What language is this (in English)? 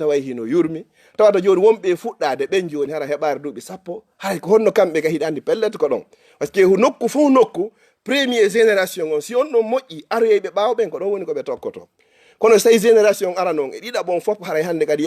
Fula